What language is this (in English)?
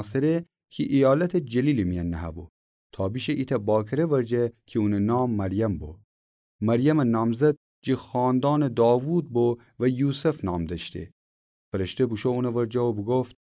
Gilaki